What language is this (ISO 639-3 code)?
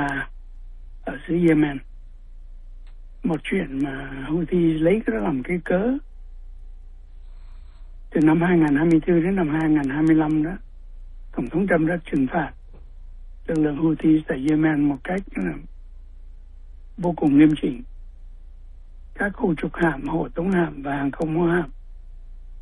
vie